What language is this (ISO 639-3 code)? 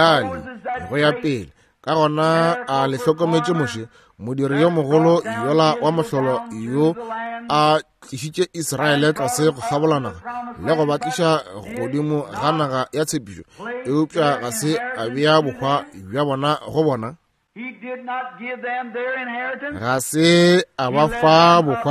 nso